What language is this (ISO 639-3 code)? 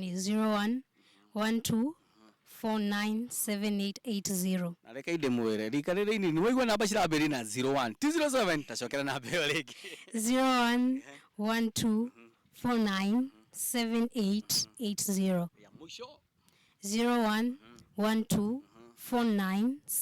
kik